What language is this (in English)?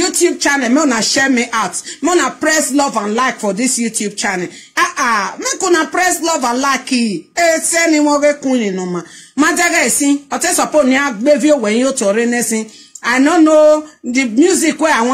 Nigerian Pidgin